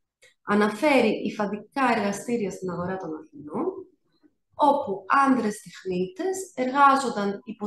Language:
Greek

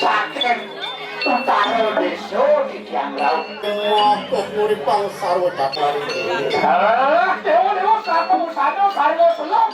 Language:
Balinese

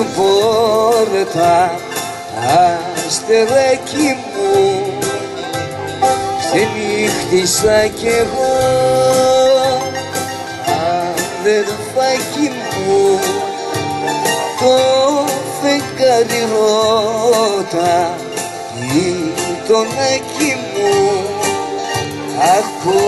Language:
Greek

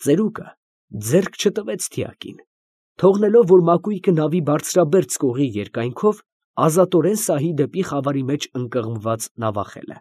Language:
Armenian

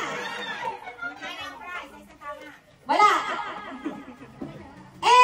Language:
Filipino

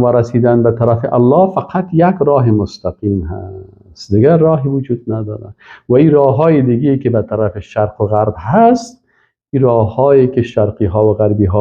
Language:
Persian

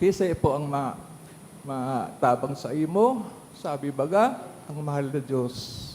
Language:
Bikol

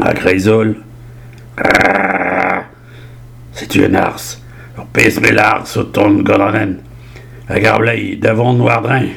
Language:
Breton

